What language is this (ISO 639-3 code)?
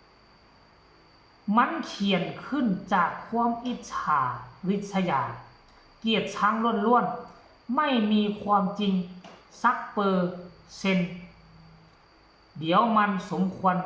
lao